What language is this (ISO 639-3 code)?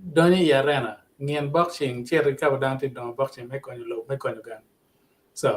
ach